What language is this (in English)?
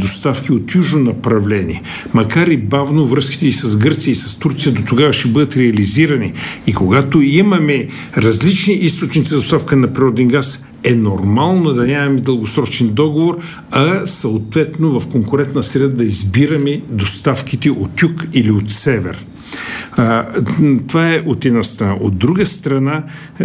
Bulgarian